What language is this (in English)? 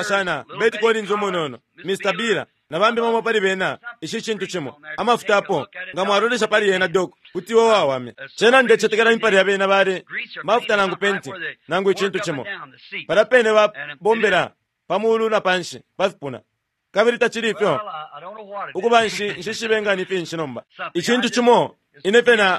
Bemba